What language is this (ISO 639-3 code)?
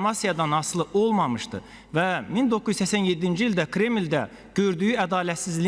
aze